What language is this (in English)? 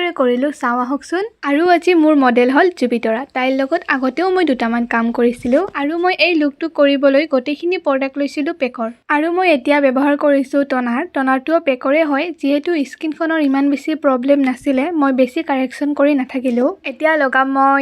Assamese